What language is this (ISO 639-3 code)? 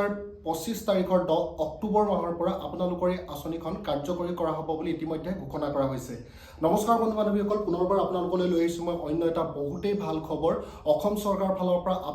asm